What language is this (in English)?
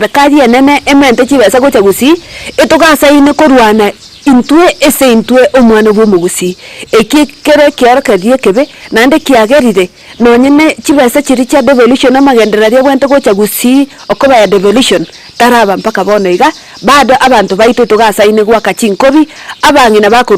Gusii